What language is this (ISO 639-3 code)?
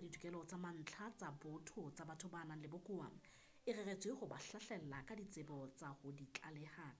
sot